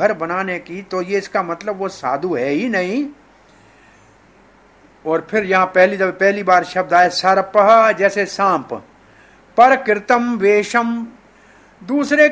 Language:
Hindi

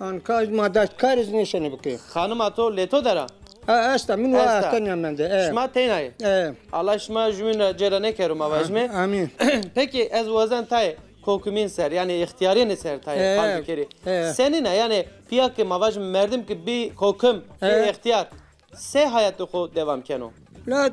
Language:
Zaza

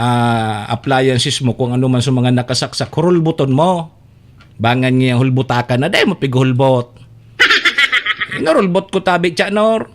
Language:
Bikol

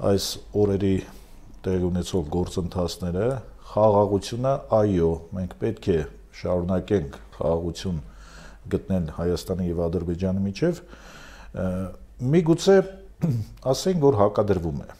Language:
Armenian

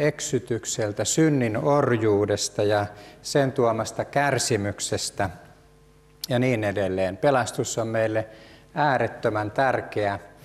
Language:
Finnish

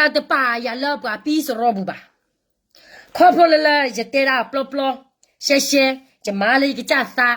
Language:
S'gaw Karen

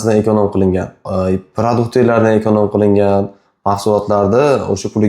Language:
Uzbek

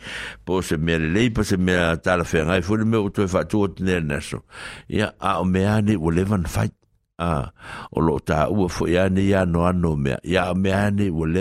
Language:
Samoan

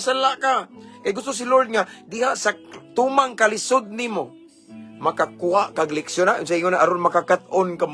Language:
Cebuano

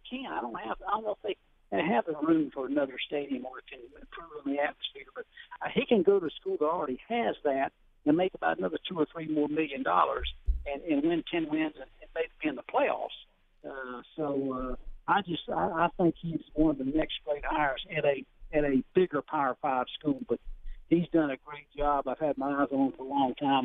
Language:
English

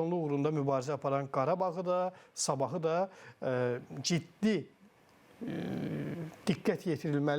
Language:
Azerbaijani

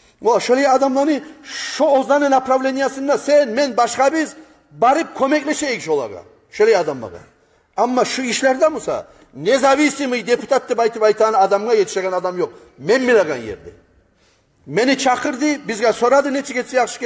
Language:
Kumyk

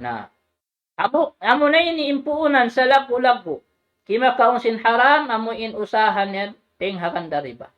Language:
Tausug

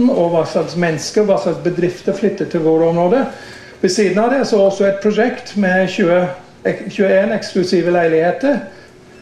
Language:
Norwegian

